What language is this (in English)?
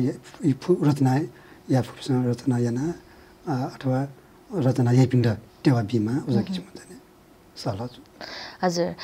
Newari